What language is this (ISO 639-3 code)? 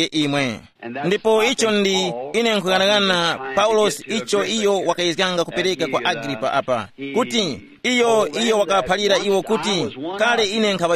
tum